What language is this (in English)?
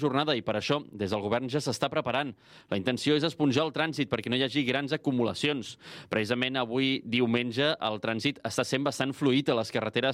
Catalan